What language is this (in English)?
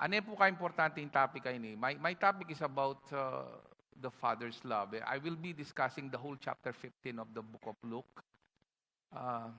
Pampanga